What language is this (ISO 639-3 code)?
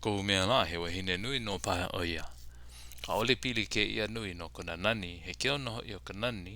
haw